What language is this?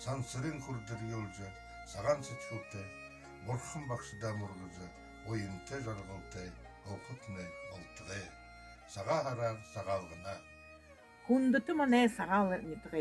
Buriat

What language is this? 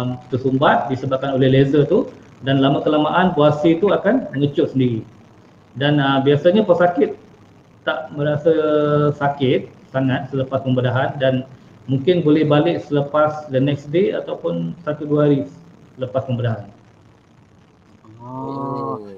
Malay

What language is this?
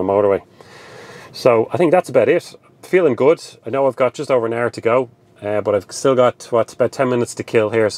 English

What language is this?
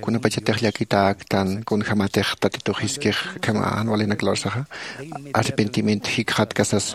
Aymara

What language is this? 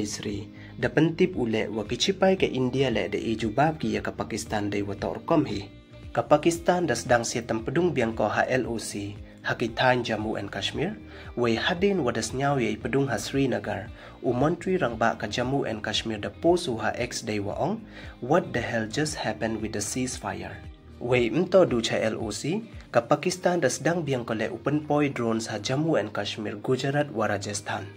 Pnar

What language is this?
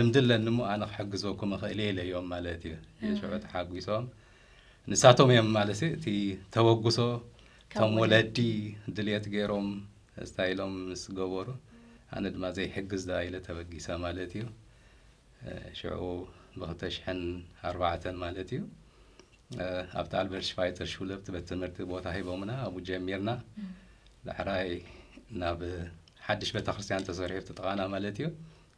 Tigrinya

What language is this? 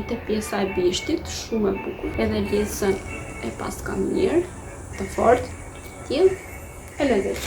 Albanian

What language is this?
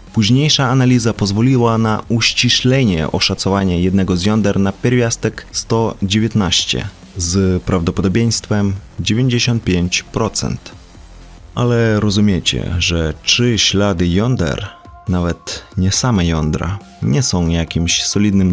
Polish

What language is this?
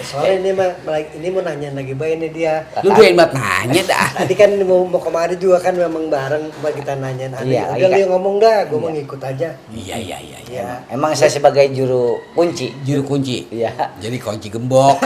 Betawi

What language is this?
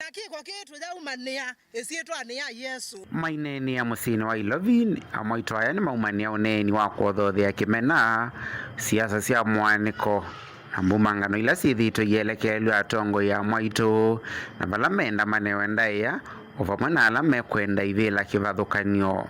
Kamba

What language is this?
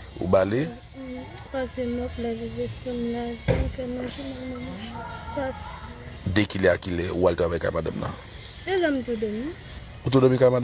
Haitian Creole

